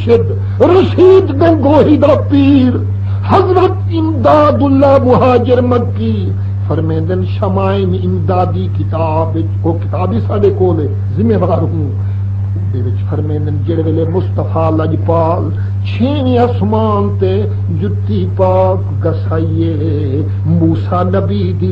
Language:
Saraiki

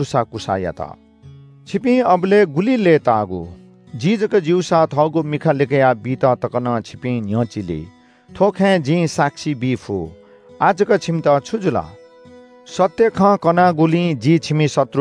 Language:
Newari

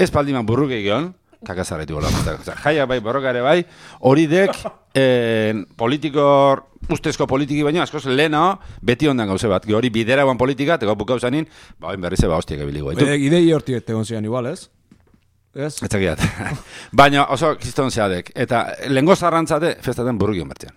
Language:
Basque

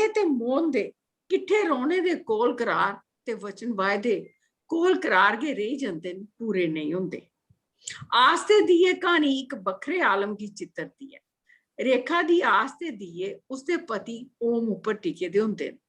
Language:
Dogri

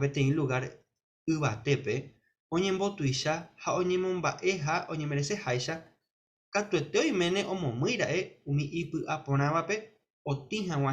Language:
Guarani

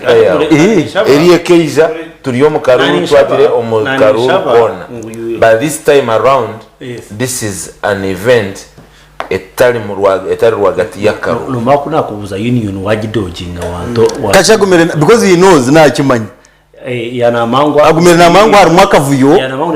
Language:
Nyankole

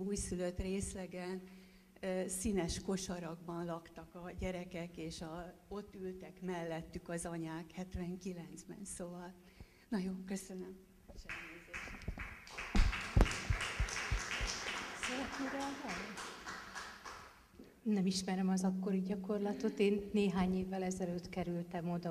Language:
Hungarian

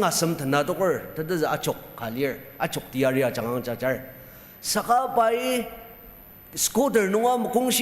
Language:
Ao Naga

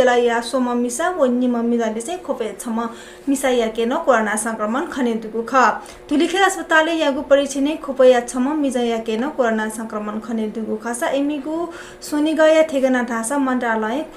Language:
Newari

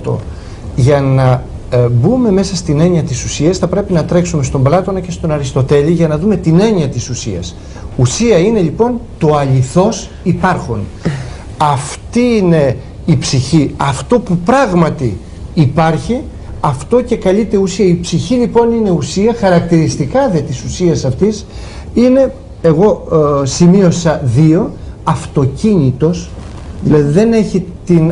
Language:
Greek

